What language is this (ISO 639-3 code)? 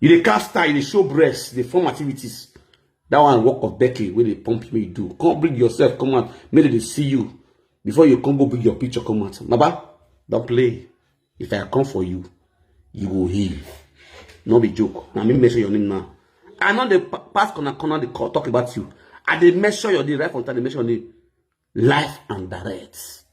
pcm